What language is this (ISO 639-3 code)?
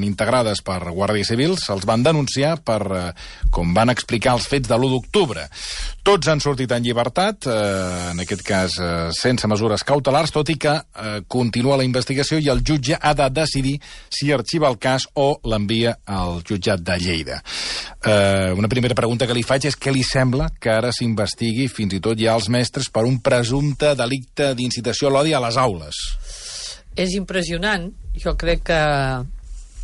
cat